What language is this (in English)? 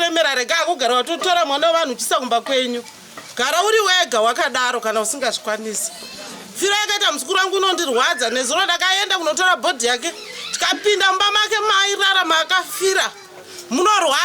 Shona